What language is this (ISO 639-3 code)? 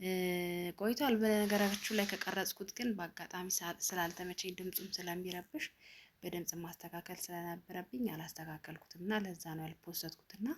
amh